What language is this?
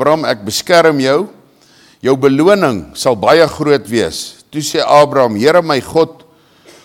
Afrikaans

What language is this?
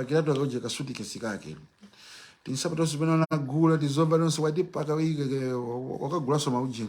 Nyanja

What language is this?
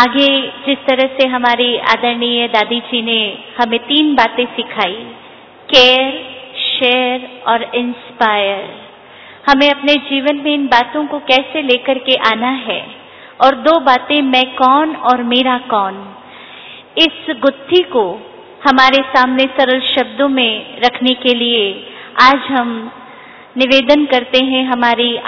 Hindi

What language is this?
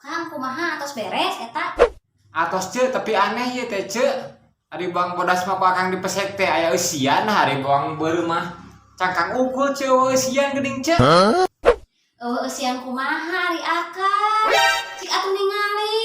Sundanese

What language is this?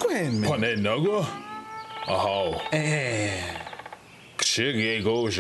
Ojibwa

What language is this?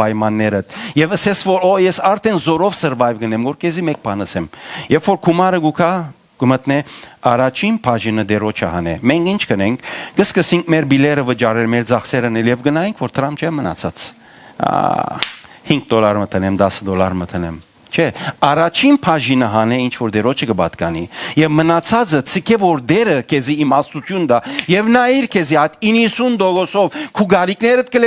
Western Armenian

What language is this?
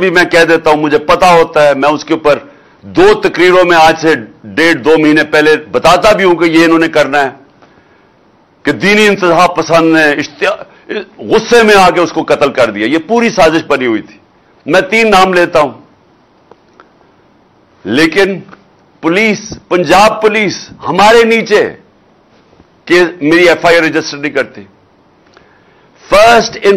Urdu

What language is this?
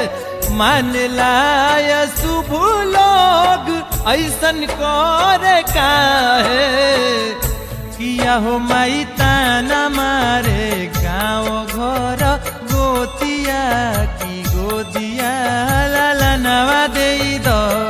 Bhojpuri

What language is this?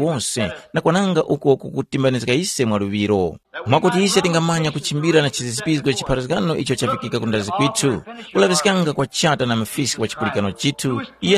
Tumbuka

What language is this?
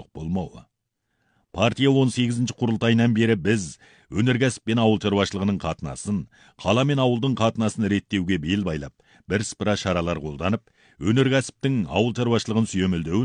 Kazakh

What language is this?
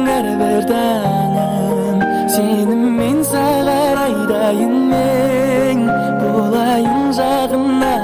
Kara-Kalpak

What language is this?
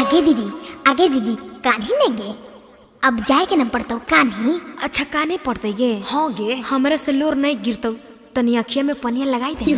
Magahi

